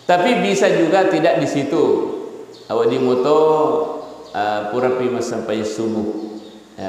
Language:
Buginese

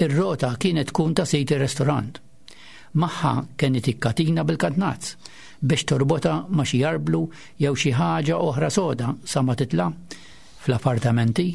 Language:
Maltese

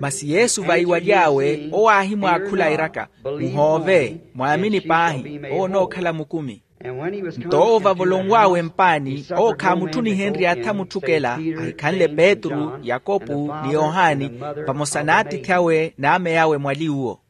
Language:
Makhuwa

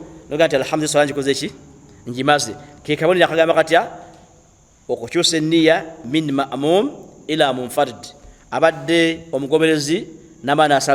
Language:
Ganda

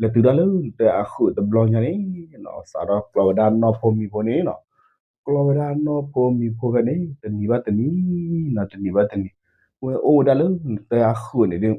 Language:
S'gaw Karen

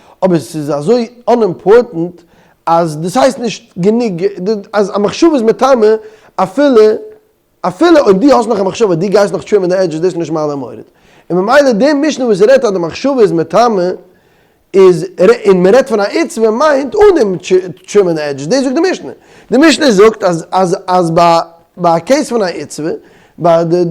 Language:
Yiddish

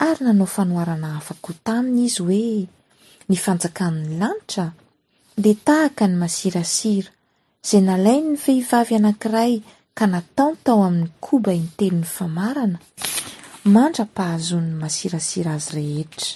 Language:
Malagasy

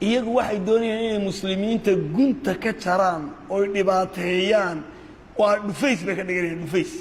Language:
Somali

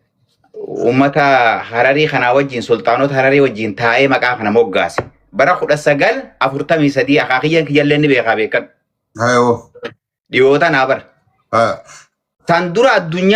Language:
Oromo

